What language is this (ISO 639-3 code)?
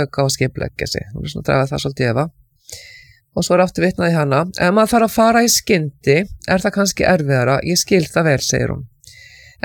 isl